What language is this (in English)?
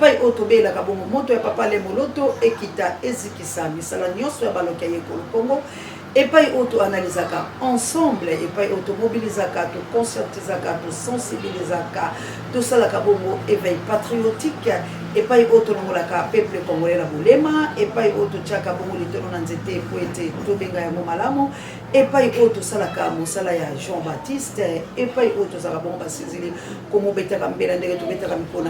Lingala